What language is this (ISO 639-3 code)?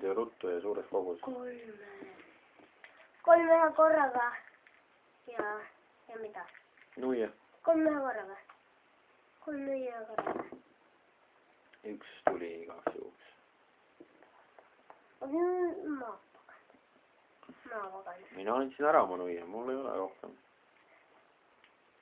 est